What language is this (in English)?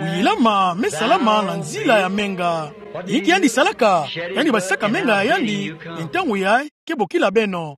Kituba (Democratic Republic of Congo)